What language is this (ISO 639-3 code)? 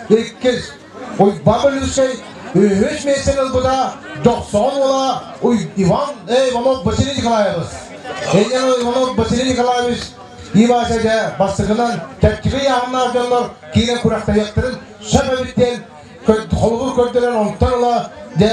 sah